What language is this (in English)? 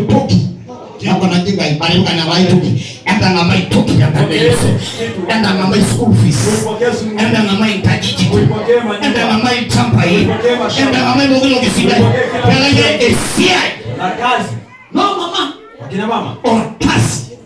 Masai